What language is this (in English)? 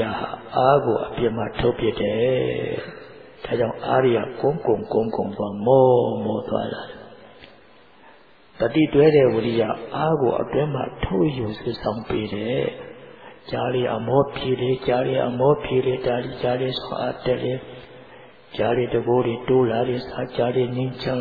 Burmese